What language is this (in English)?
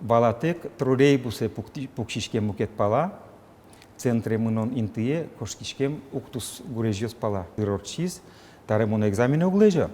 Udmurt